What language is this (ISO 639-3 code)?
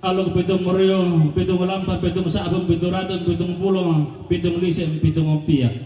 sda